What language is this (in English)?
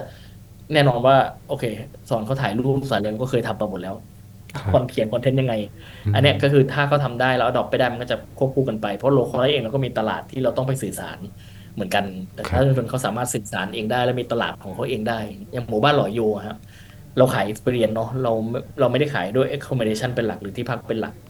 Thai